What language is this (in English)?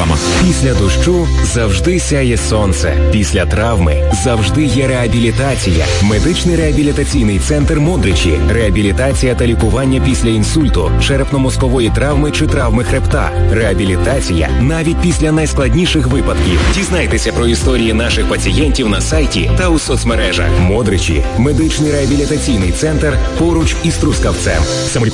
Ukrainian